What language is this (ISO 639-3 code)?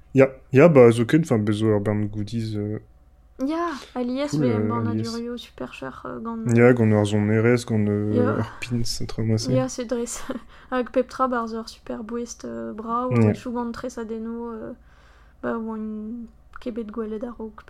bre